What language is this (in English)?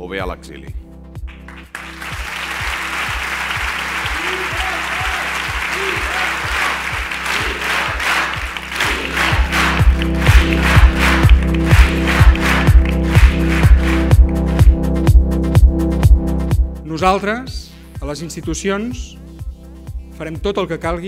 Catalan